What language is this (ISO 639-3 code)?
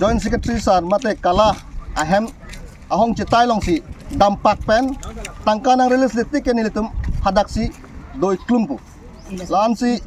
mjw